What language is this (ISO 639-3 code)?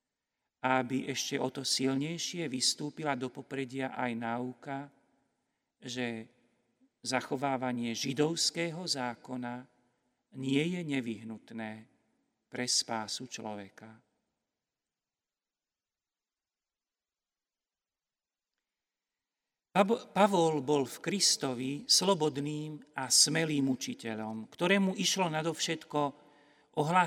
slk